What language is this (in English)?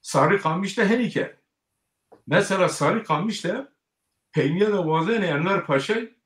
Zaza